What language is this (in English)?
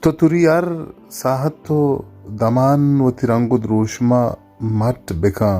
Baluchi